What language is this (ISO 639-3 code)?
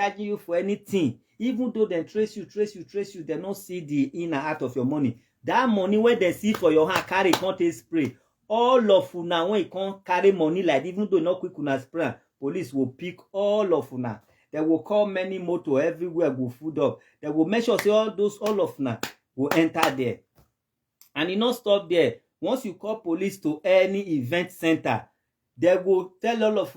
pcm